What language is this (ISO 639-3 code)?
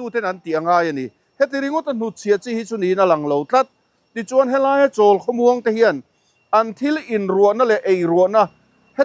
lus